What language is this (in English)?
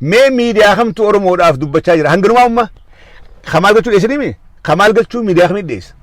Oromo